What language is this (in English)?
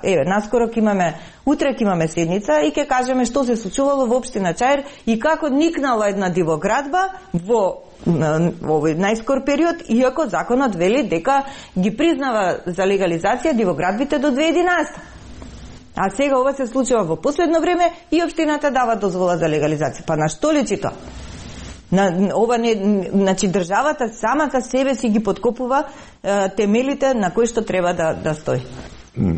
Macedonian